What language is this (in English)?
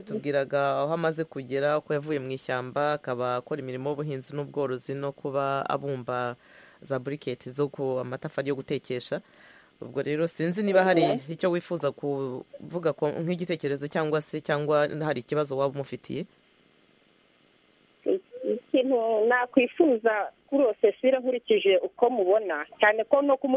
Kinyarwanda